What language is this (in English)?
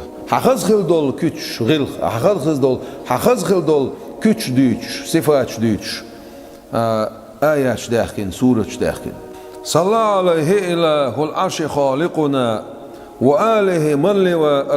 Chechen